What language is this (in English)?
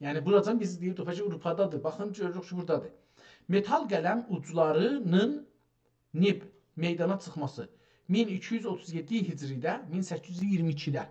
South Azerbaijani